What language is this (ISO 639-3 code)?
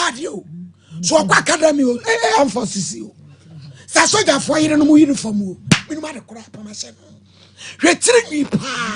aka